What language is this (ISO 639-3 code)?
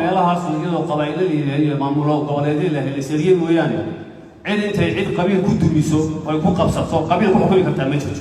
som